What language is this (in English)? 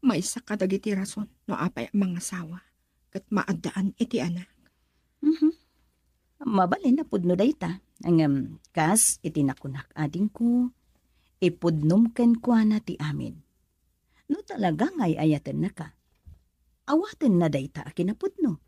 Iloko